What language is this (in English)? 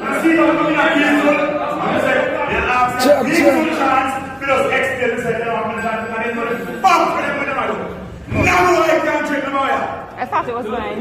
Jamaican Creole English